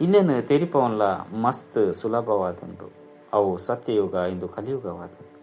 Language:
Tulu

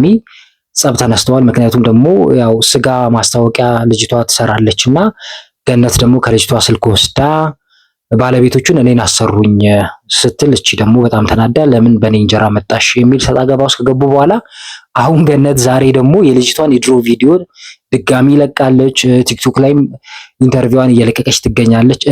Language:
Amharic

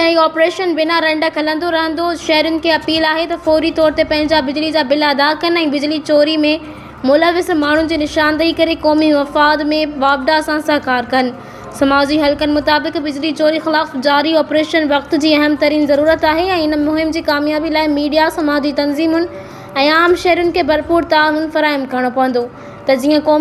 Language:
Sindhi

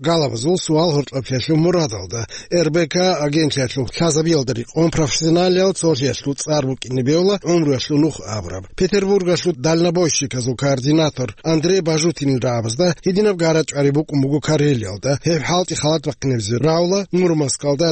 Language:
Avaric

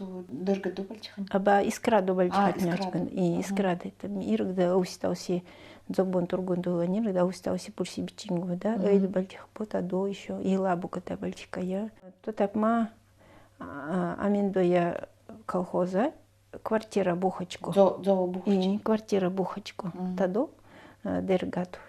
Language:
Nanai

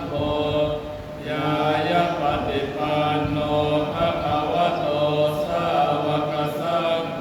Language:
Pali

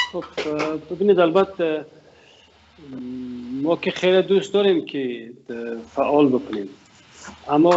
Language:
Tajik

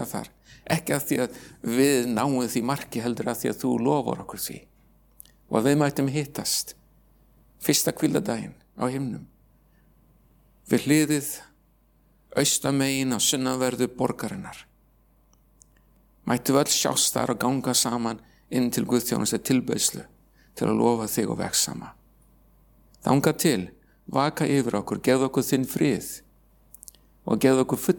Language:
Icelandic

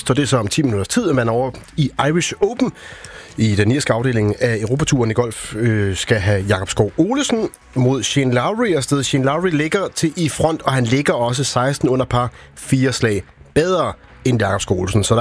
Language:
Danish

